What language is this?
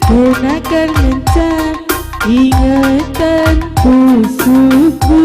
Batak Karo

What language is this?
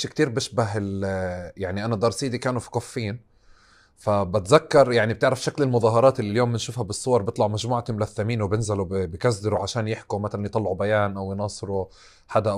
North Levantine Arabic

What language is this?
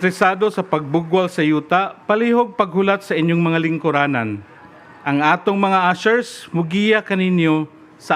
Cebuano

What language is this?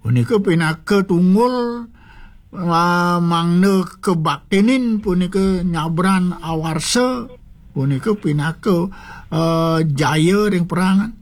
Balinese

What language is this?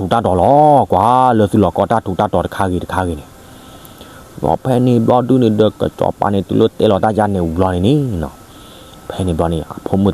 S'gaw Karen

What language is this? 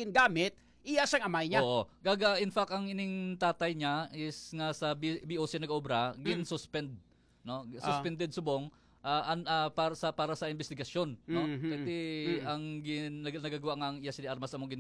Hiligaynon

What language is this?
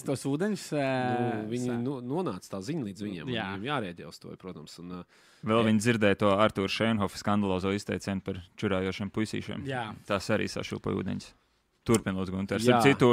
Latvian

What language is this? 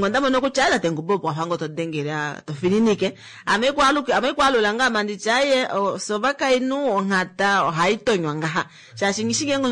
Kuanyama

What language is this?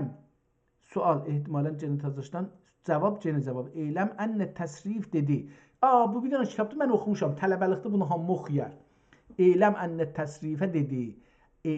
South Azerbaijani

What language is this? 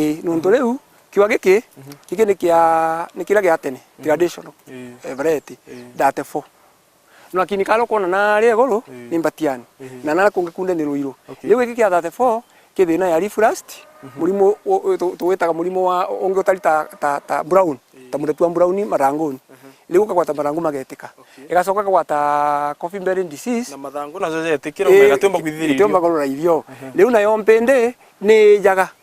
Meru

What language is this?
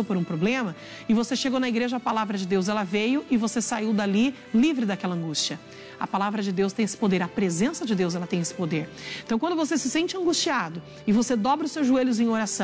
Portuguese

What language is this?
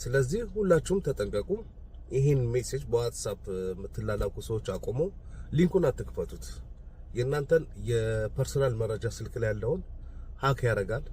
Amharic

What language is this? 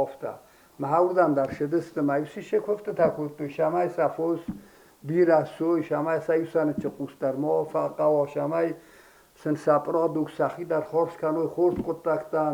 Ossetic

